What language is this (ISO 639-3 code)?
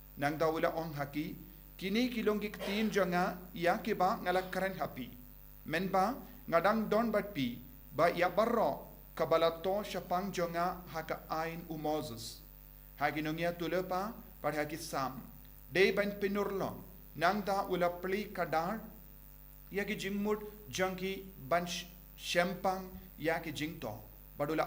kha